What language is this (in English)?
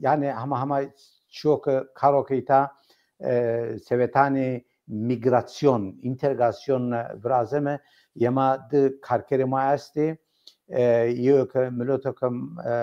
Zaza